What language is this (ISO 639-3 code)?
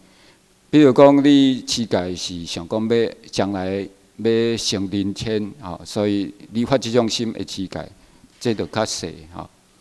zho